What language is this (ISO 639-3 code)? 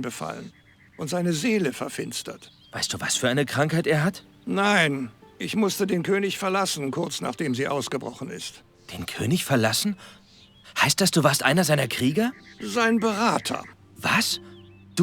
bar